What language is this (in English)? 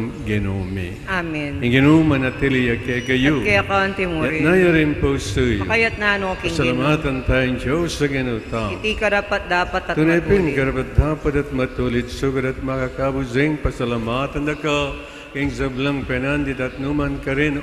Pampanga